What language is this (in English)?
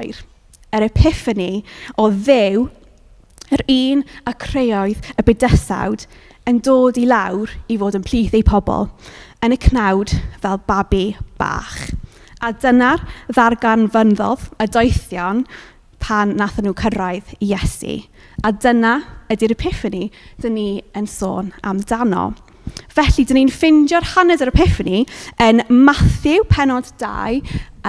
Welsh